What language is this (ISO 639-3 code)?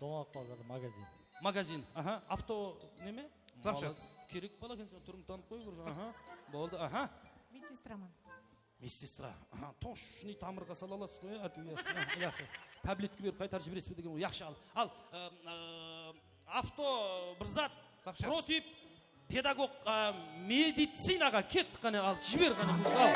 kaa